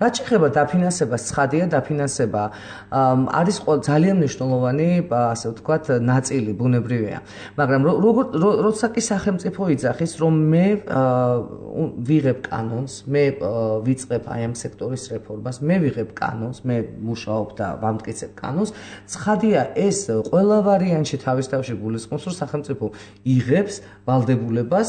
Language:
Georgian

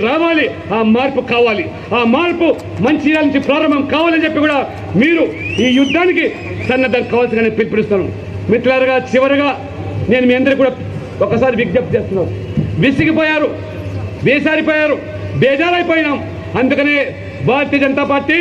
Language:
Telugu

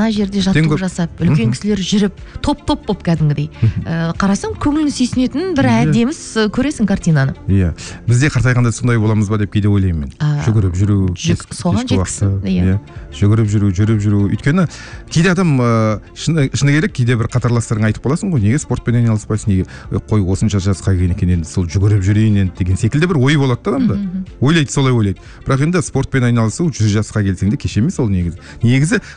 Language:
Kazakh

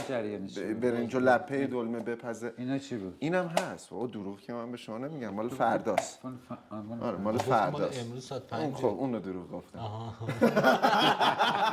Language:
Persian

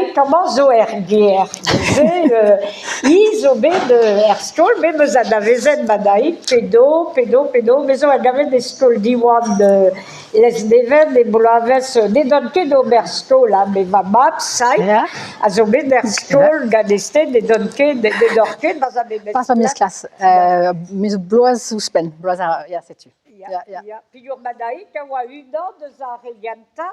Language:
Breton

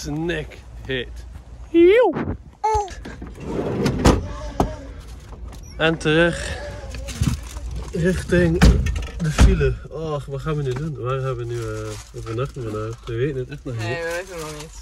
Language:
Dutch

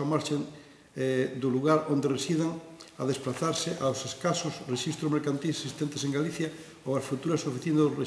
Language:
Galician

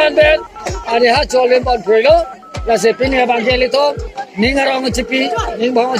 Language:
Karbi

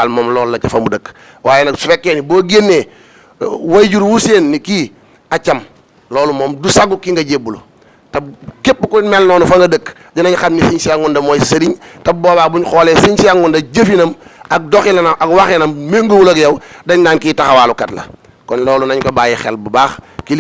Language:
Wolof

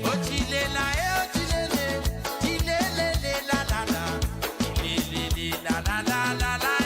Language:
Morisyen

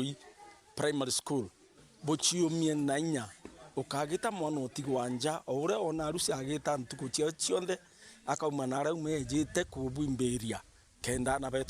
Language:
Meru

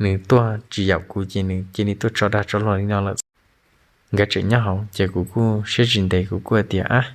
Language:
Hmong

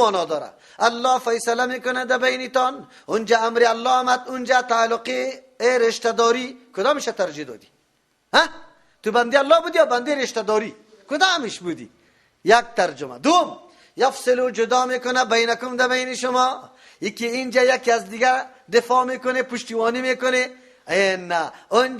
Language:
Persian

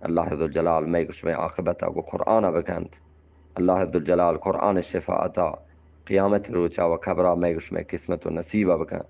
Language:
Eastern Balochi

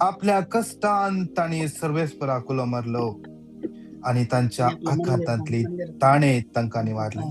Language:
Konkani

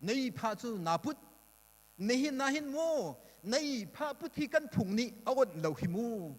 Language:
Hakha Chin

